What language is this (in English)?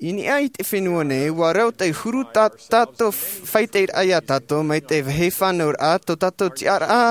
Tahitian